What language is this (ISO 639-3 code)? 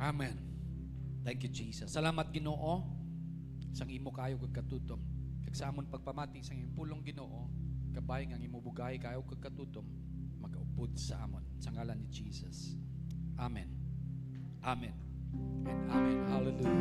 hil